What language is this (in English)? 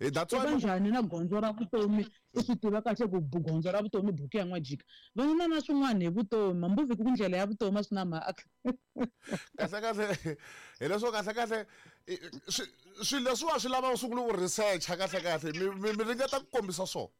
Tsonga